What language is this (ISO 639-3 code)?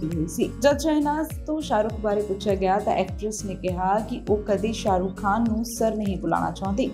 pan